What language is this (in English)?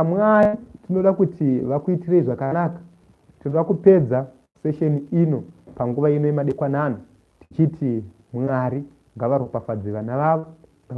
Shona